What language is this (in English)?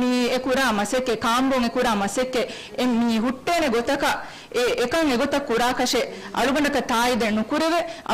Divehi